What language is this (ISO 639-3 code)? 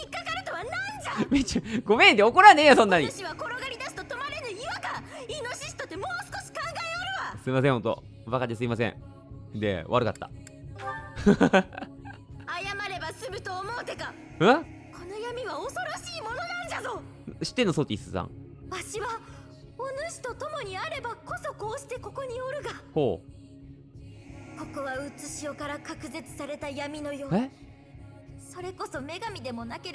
jpn